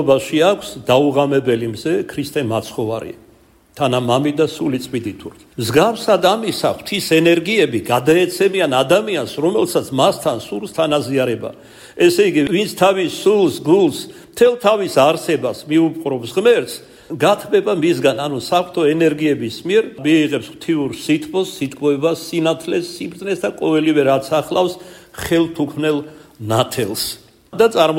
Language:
Georgian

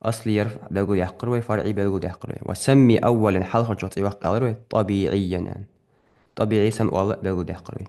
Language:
Ingush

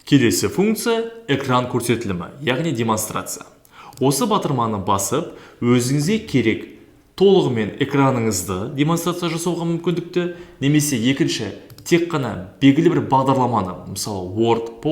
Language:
Kazakh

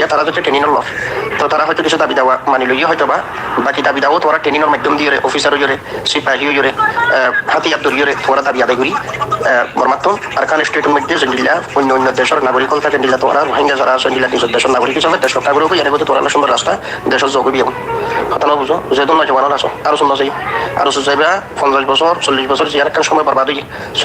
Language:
Rohingya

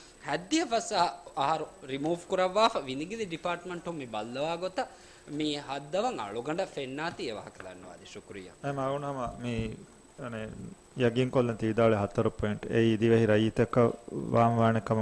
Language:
Divehi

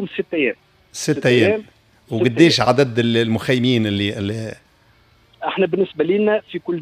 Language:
Tunisian Arabic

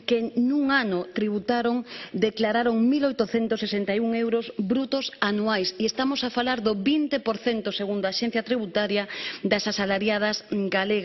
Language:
Galician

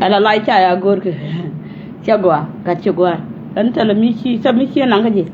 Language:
Nuer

